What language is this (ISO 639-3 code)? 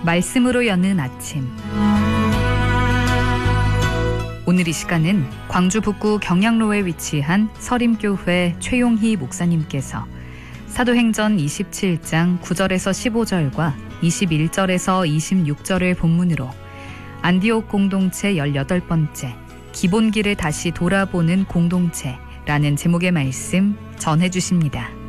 kor